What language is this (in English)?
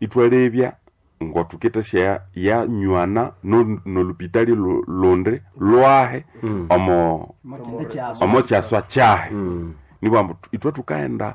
Nande